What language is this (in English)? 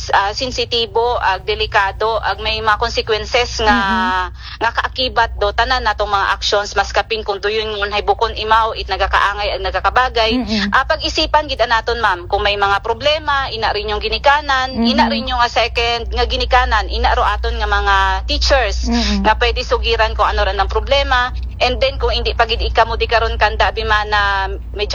Aklanon